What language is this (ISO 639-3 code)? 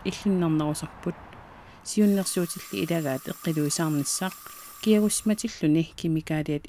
kal